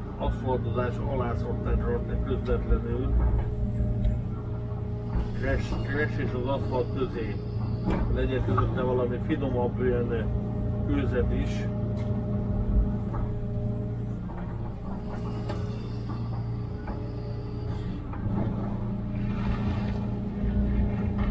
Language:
Hungarian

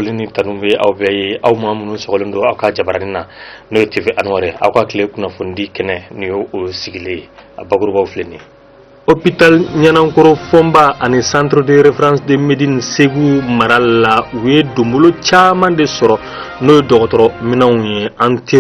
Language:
Bambara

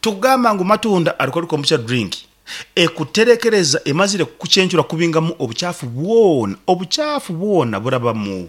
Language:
Nyankole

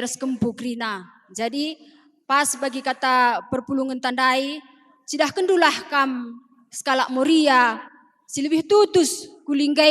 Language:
Batak Karo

